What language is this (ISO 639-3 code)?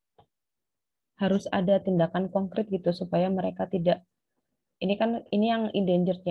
ind